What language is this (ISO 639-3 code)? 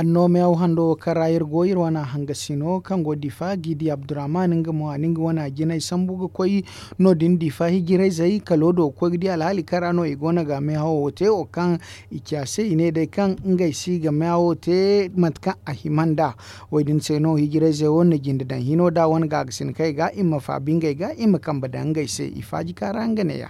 dje